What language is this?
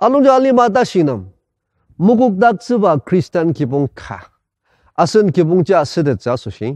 Ao Naga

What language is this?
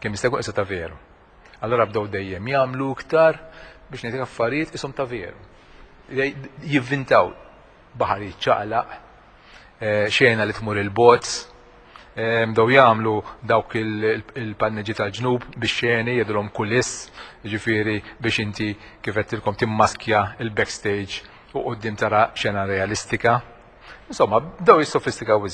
Maltese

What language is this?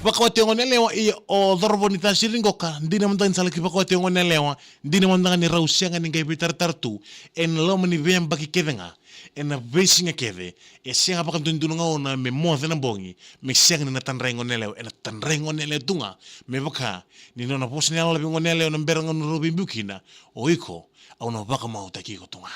Fijian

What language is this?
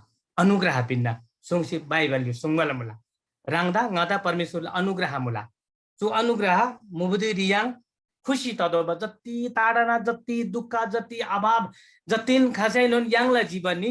Eastern Tamang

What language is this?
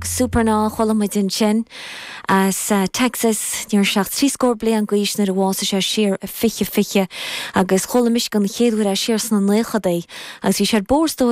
Irish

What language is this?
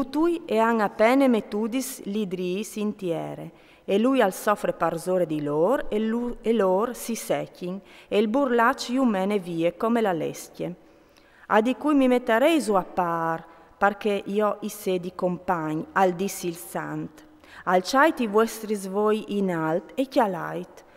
Friulian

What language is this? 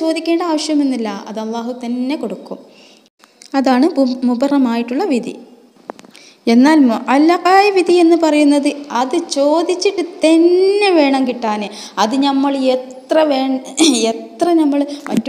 Malayalam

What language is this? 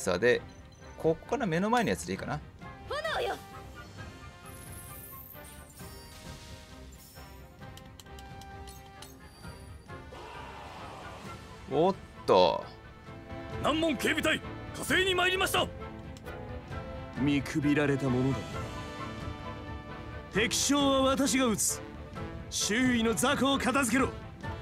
Japanese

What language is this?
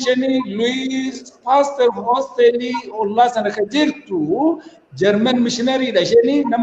Oromo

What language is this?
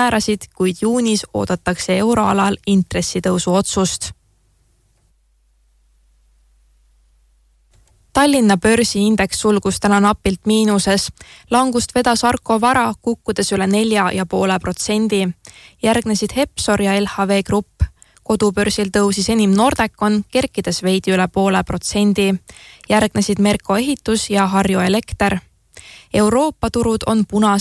Estonian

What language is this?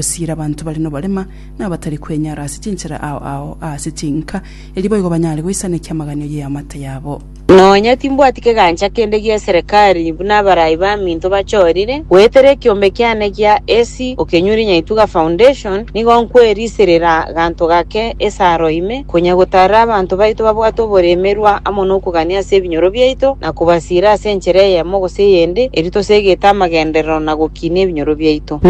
Gusii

